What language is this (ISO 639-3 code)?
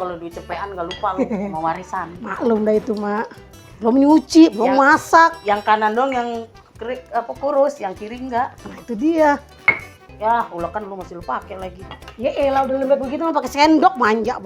bew